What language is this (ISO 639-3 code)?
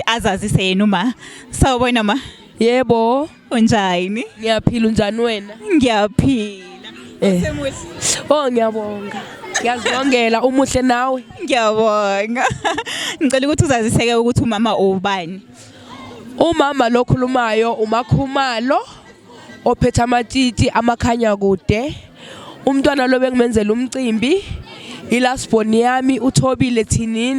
zul